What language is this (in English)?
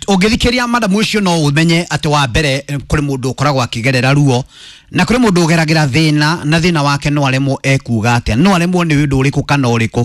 Kikuyu